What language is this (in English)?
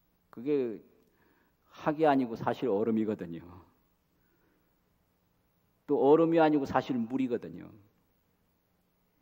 Korean